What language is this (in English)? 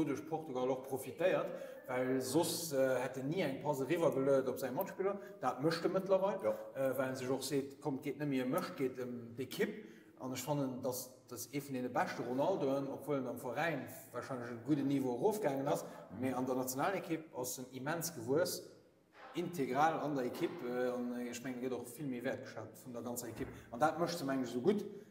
Luxembourgish